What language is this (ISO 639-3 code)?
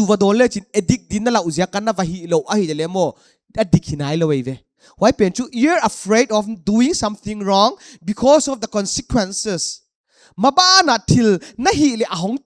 pck